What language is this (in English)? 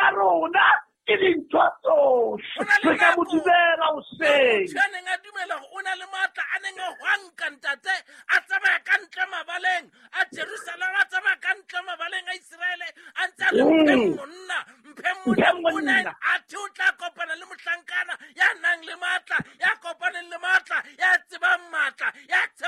Southern Sotho